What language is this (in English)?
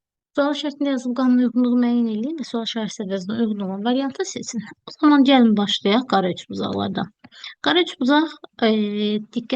Azerbaijani